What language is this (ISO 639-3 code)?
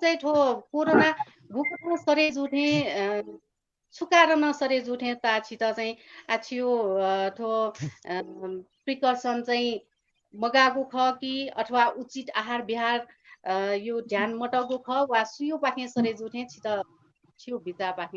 new